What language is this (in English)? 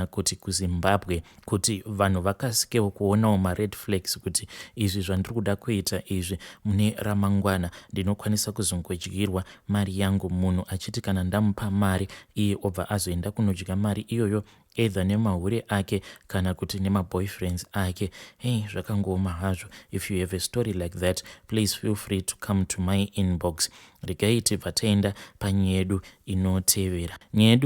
Shona